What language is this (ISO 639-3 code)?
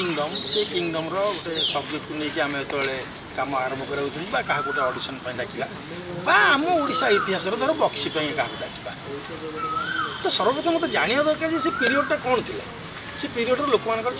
ori